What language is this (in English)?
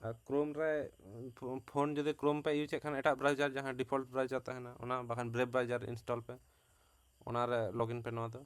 Santali